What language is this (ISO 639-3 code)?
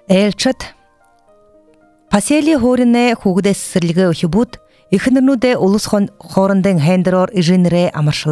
bua